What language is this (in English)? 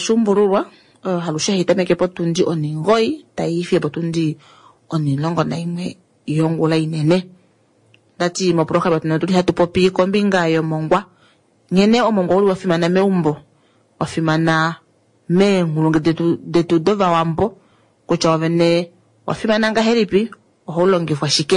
Kuanyama